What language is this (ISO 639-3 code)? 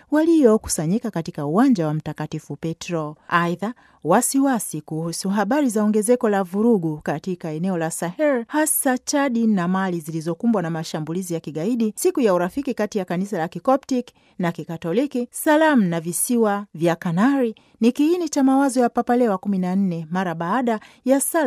swa